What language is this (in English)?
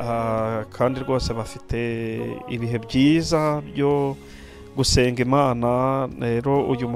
Kinyarwanda